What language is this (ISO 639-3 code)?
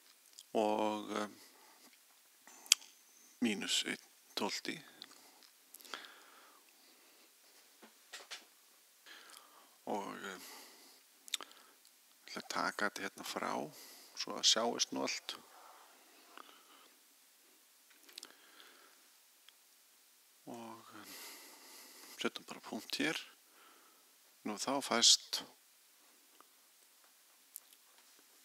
isl